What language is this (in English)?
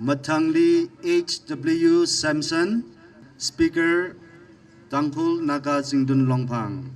Tangkhul Naga (India)